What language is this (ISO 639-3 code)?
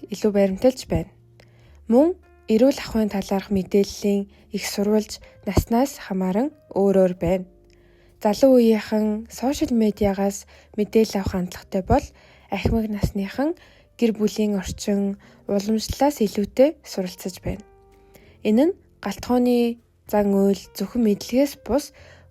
mon